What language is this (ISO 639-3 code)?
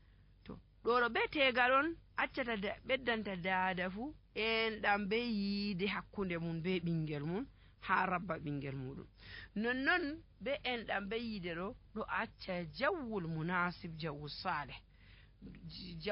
fuv